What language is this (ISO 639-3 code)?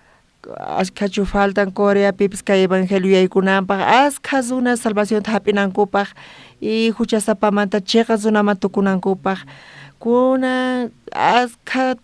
quh